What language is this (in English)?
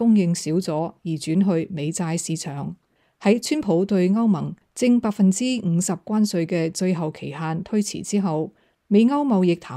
Cantonese